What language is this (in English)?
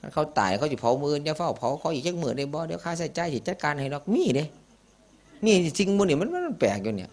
Northeastern Thai